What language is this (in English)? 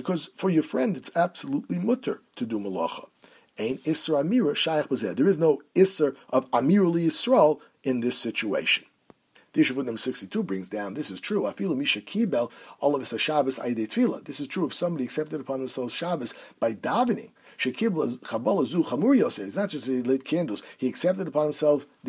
English